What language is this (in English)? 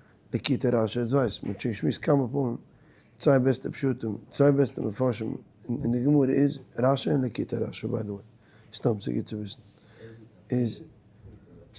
Yiddish